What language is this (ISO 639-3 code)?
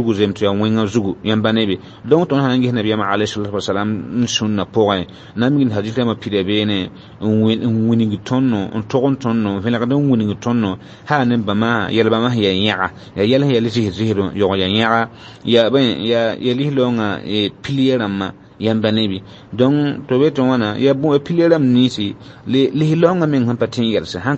mos